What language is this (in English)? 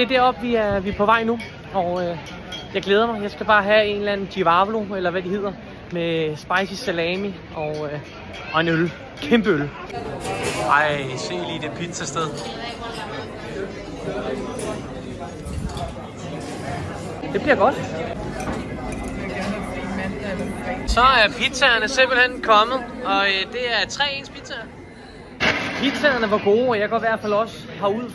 Danish